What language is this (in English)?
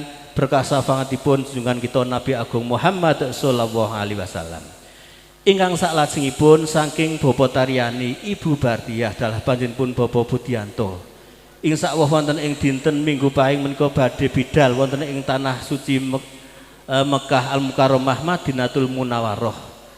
Javanese